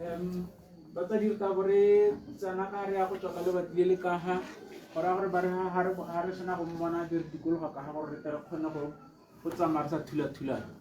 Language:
Tswana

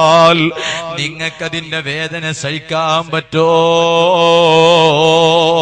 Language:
Malayalam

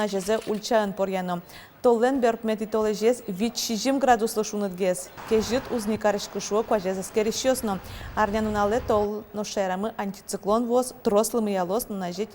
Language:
Udmurt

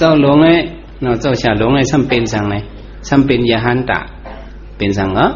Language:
Shan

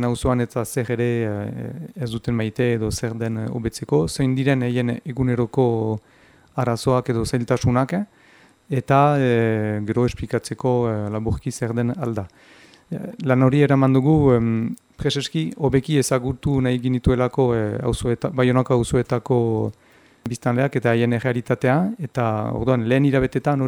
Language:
Basque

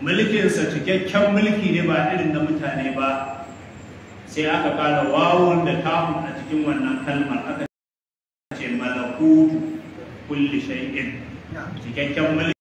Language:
Hausa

